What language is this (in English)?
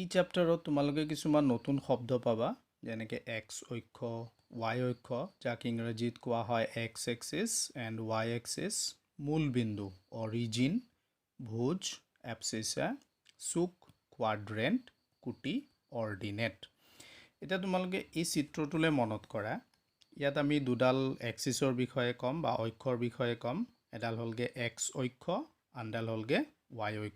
Assamese